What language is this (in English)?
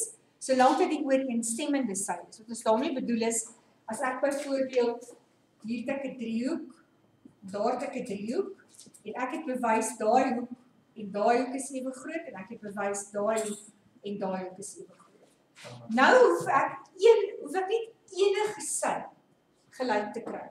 Afrikaans